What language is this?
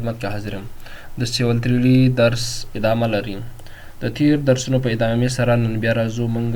Pashto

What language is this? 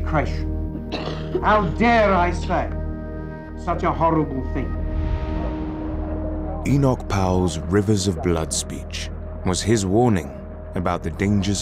English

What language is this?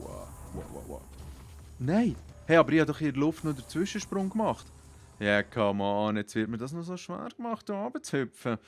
Swiss German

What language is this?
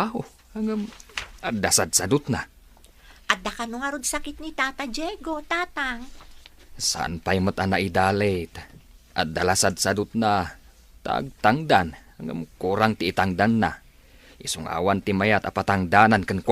Iloko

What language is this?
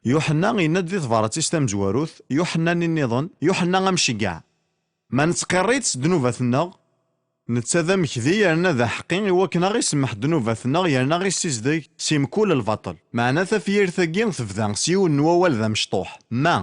Kabyle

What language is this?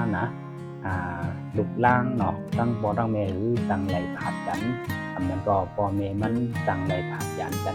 Shan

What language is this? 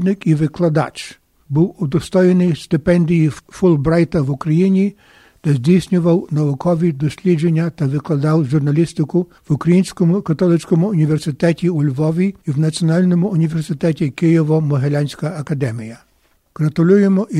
Ukrainian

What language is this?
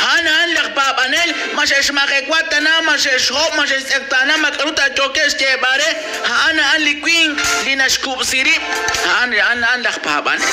Kekchí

